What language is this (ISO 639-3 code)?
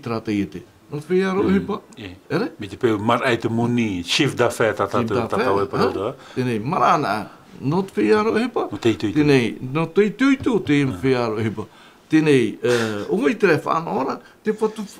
tah